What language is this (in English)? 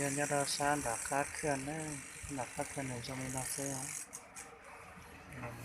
Hmong